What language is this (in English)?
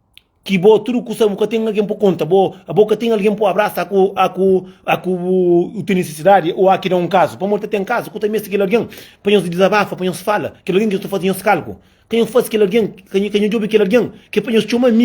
Kabuverdianu